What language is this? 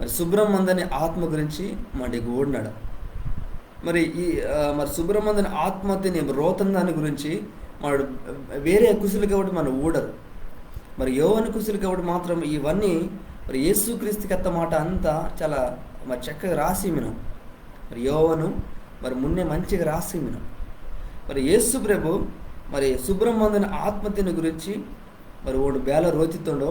Koya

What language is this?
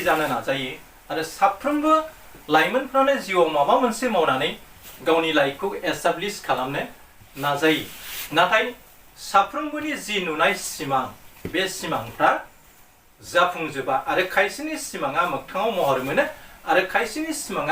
Bodo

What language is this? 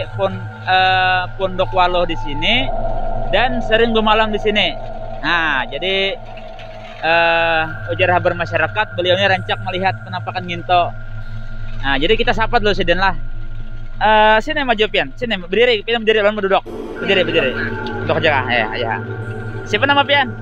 Banjar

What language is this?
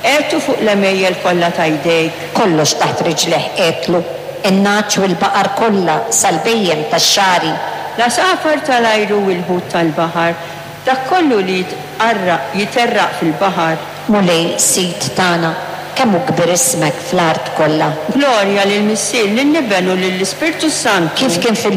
Maltese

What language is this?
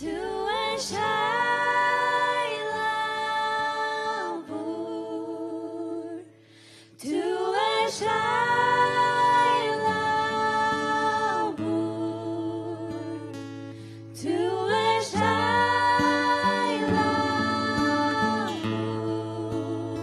Faroese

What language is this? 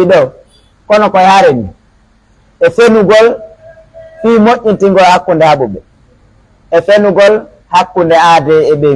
Pular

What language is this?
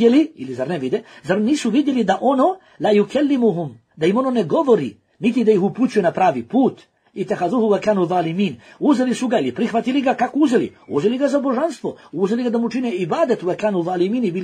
Bosnian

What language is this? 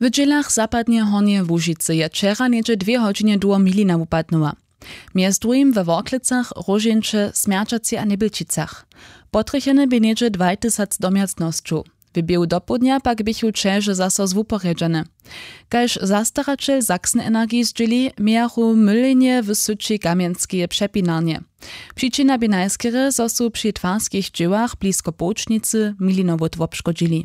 Upper Sorbian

